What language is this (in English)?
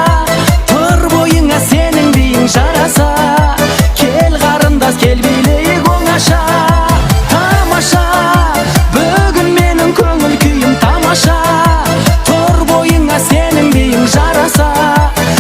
Kara-Kalpak